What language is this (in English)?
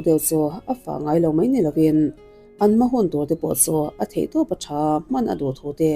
Mizo